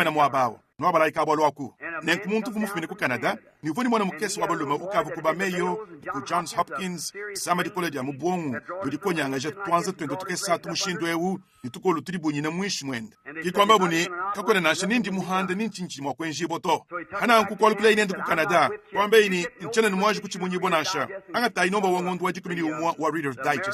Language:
Luba-Lulua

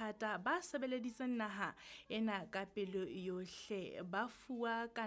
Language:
Southern Sotho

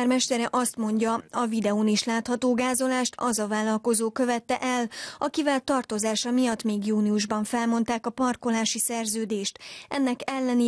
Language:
Hungarian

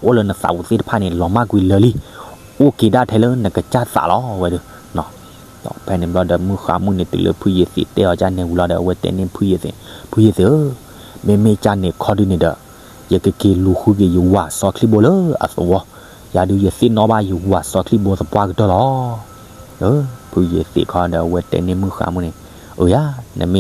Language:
S'gaw Karen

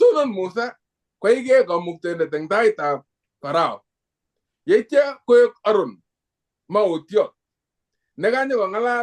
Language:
Kalenjin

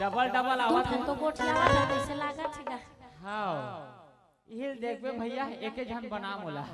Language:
Chhattisgarhi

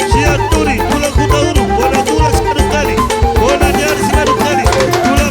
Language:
Batak Toba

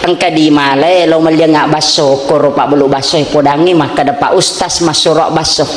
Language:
Buginese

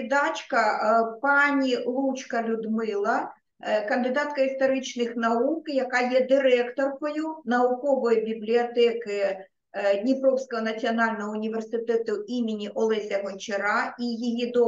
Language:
Ukrainian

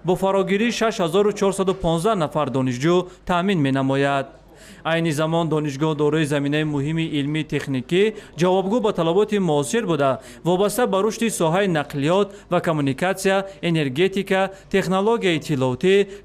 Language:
Tajik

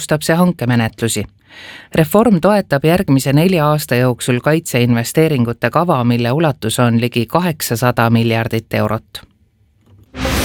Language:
Estonian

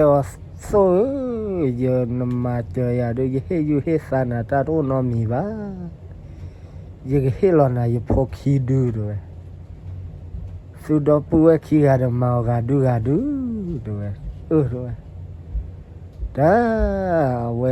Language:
S'gaw Karen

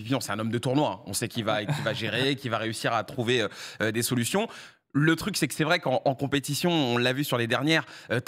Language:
French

